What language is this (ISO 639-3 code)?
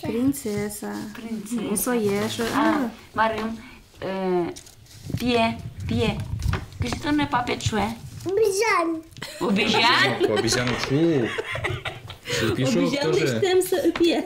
udm